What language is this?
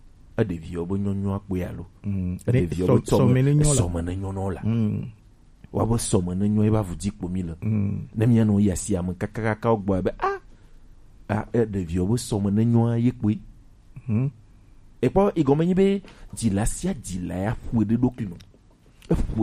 Gen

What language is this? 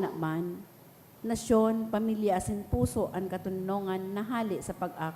Bikol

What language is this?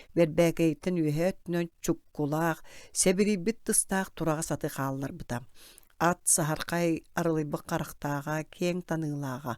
Yakut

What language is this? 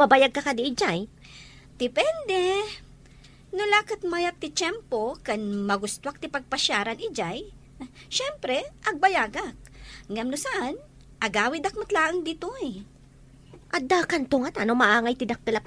Iloko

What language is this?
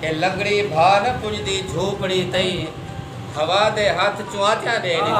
Saraiki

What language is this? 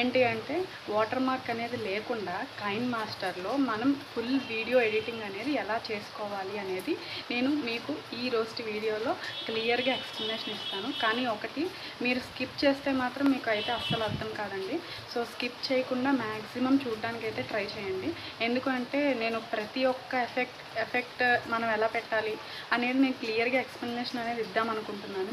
Telugu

